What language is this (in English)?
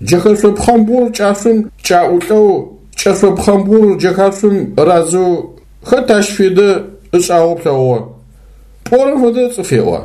Adyghe